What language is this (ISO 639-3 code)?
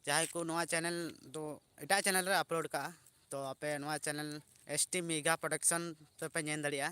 sat